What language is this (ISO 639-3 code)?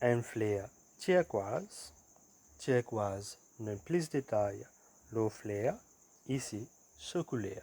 mfe